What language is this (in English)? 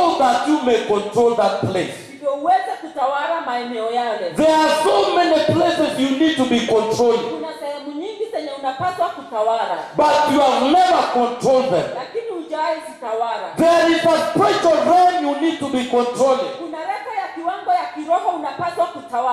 Swahili